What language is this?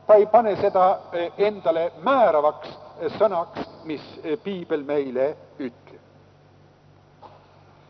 Estonian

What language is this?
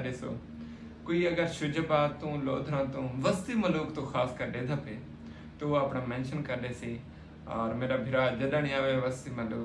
Saraiki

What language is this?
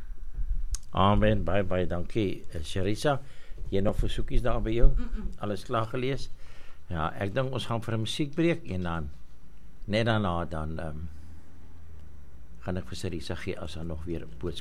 Afrikaans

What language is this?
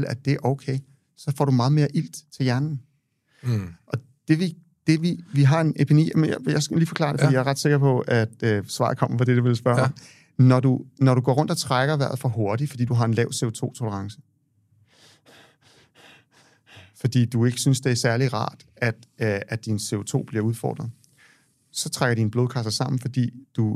Danish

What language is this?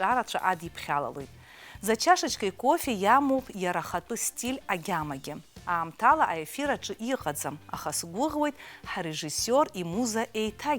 Abkhazian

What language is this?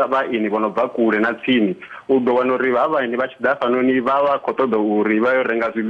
Venda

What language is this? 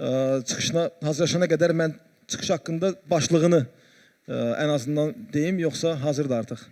Azerbaijani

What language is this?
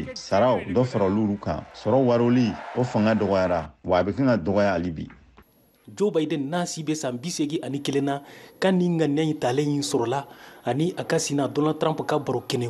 Bambara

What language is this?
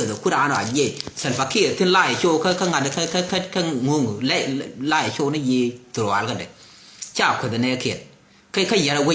Nuer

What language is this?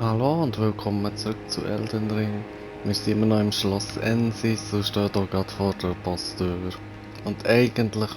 Swiss German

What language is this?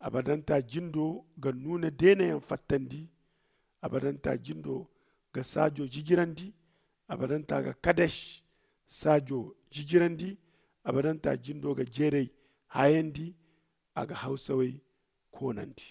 Zarma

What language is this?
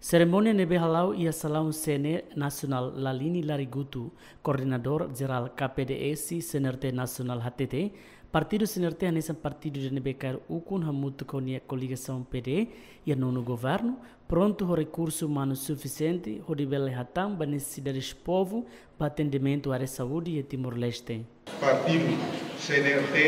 Tetum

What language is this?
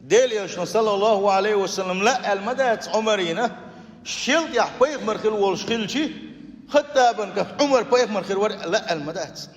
Chechen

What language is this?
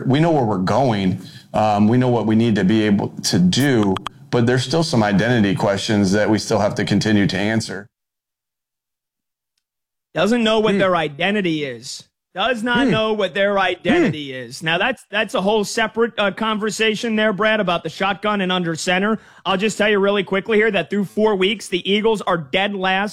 English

